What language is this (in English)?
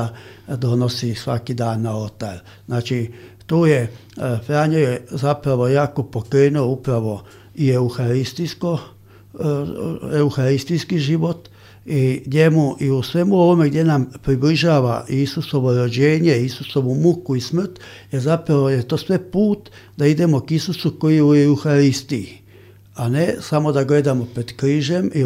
Croatian